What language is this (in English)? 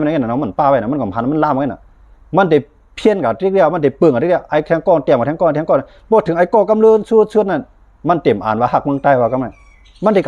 Shan